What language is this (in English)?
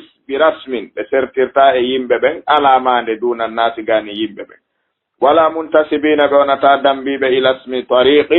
Fula